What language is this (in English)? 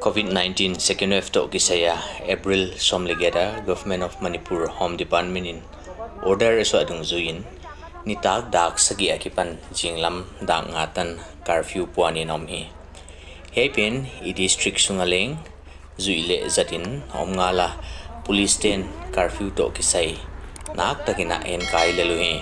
Paite Chin